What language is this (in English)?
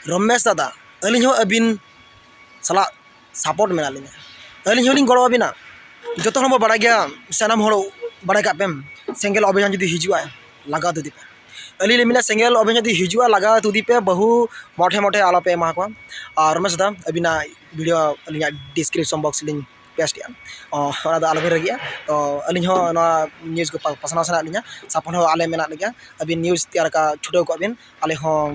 Santali